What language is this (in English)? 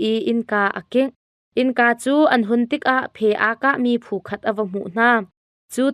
Hakha Chin